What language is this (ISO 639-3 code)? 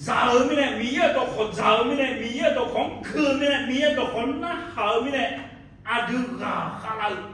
ahk